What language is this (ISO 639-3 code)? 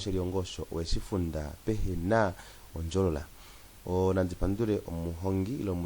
kua